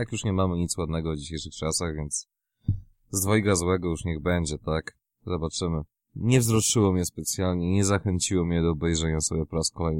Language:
Polish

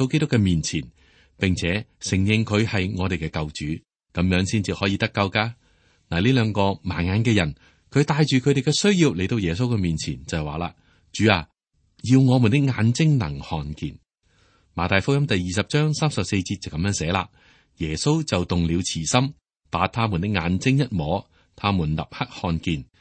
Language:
Cantonese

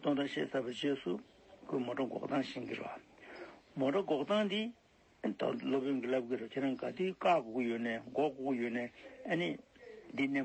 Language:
Tibetan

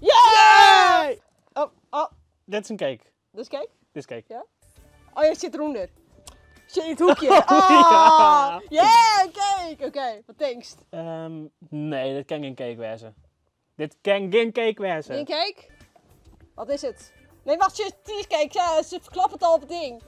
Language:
Western Frisian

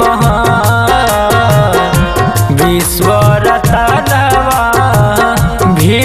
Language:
Bhojpuri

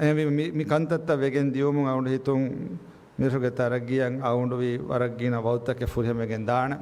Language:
Divehi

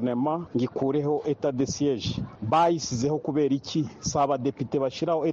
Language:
Kinyarwanda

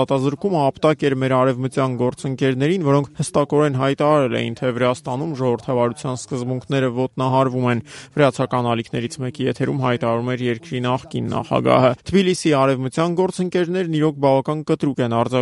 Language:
Armenian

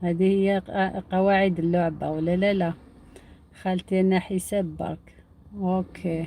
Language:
Algerian Arabic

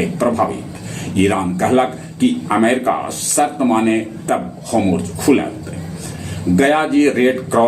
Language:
Magahi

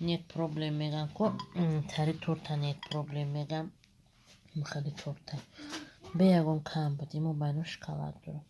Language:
Tajik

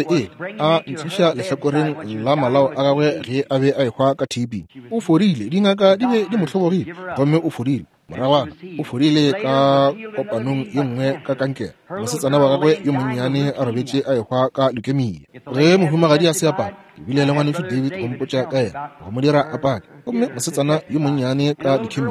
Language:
Northern Sotho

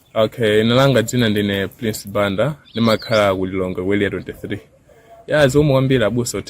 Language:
Nyanja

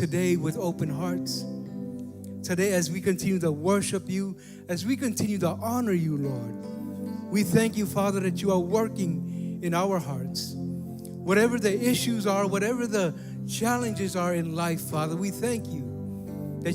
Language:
Samoan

